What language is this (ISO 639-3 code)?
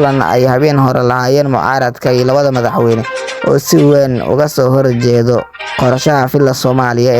som